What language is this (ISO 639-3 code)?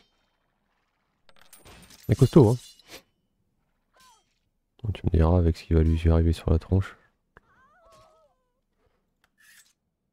fra